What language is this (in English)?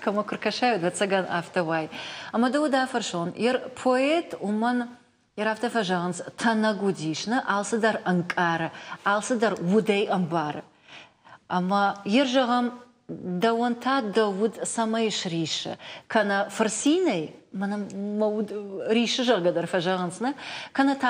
Ossetic